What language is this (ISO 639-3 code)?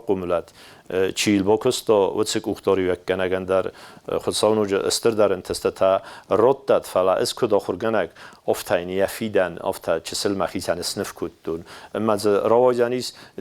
oss